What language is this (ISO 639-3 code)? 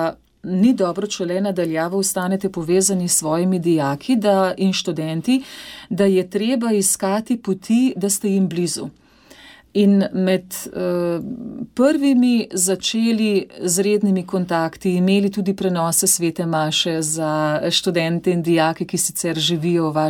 slv